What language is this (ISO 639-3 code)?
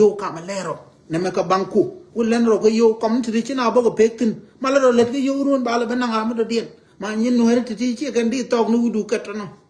nus